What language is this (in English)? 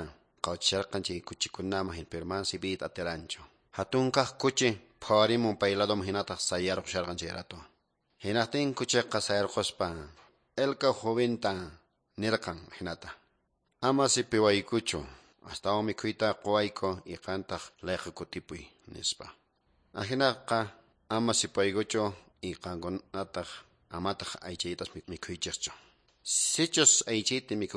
Quechua